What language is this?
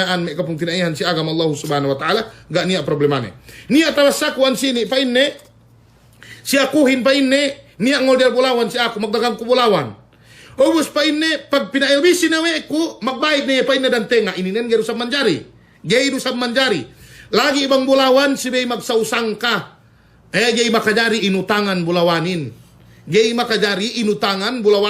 Yakan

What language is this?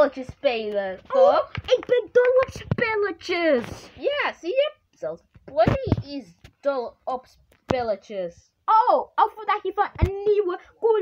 Dutch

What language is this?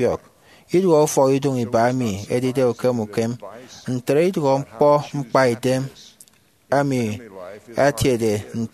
Efik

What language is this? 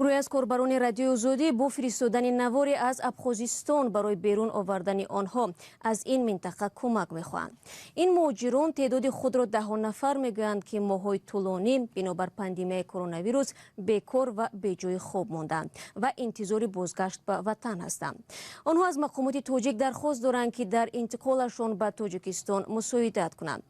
Tajik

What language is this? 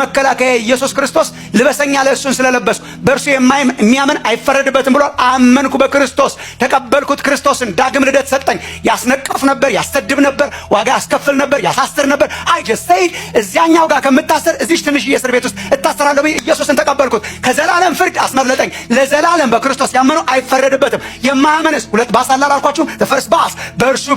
Amharic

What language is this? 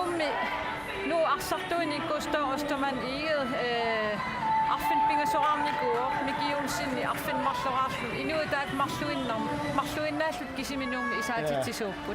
Kalaallisut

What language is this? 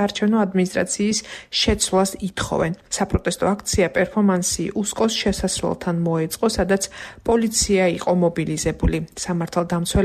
Georgian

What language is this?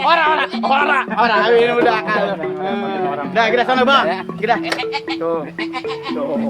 Betawi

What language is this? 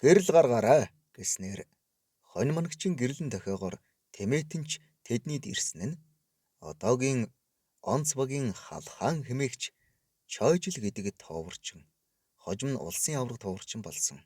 Mongolian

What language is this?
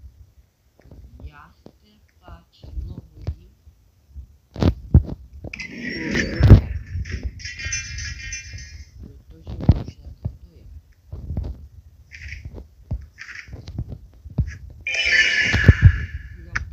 Czech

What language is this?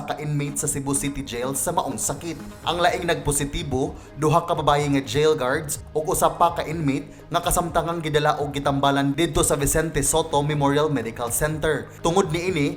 Cebuano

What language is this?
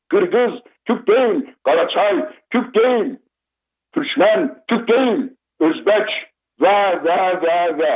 South Azerbaijani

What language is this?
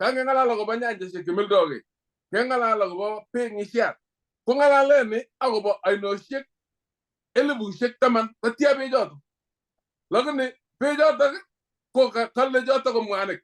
Kalenjin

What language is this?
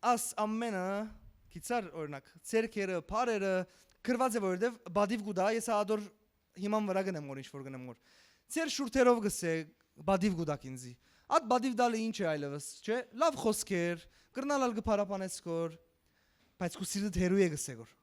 Western Armenian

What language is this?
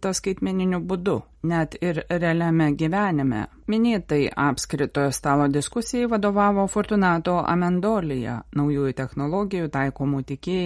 Lithuanian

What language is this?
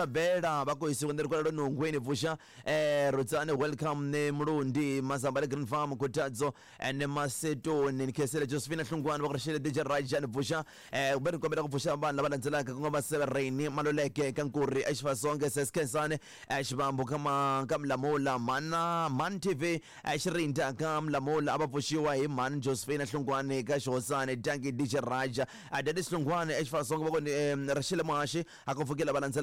Tsonga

